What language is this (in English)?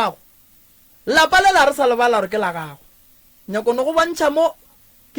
Northern Sotho